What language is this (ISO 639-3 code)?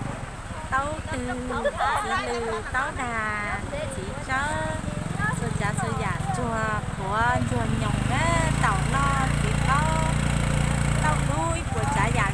hmn